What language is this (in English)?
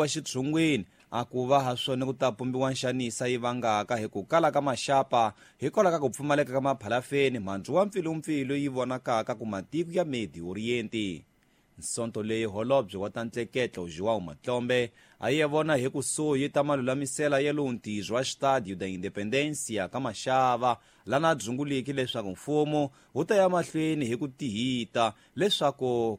Tsonga